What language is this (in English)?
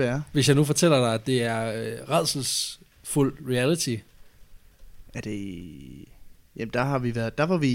Danish